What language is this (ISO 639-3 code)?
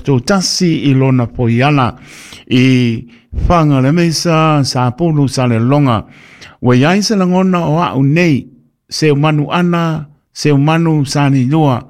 smo